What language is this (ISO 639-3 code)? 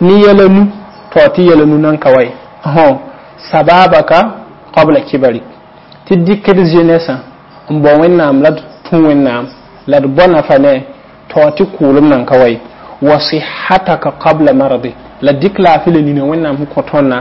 mos